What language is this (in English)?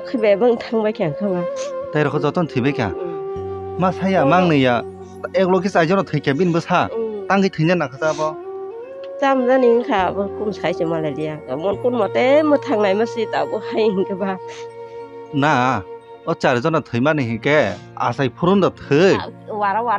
Kok Borok